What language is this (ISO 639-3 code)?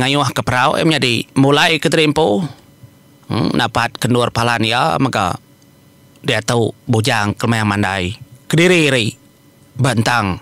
iba